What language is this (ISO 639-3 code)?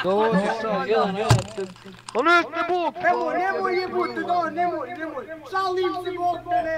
bos